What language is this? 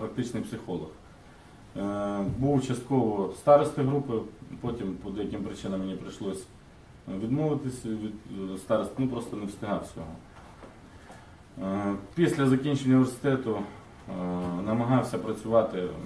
Ukrainian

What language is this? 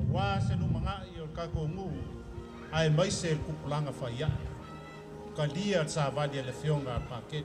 Samoan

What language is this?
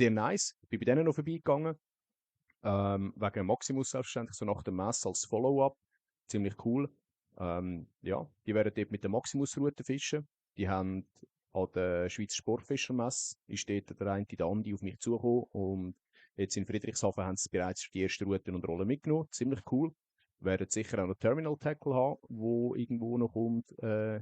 Swiss German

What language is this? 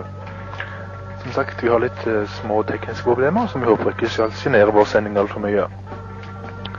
Norwegian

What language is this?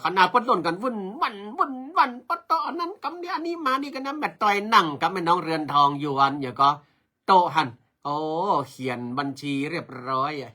Northern Thai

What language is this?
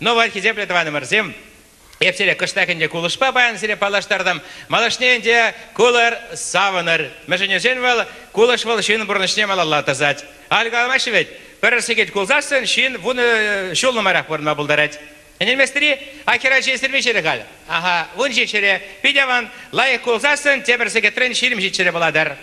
Chuvash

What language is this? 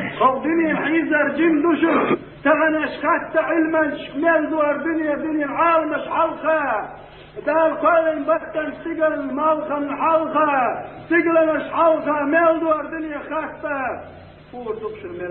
Chechen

